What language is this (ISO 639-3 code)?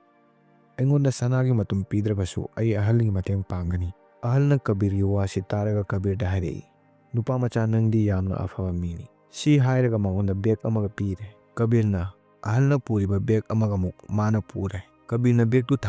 mni